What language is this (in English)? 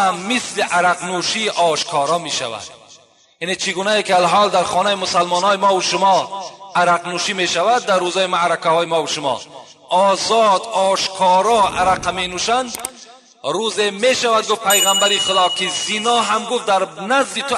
Tajik